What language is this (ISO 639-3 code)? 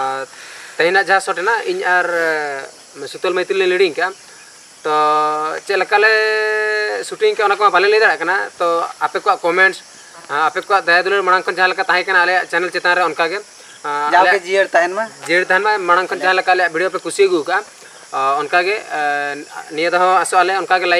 sat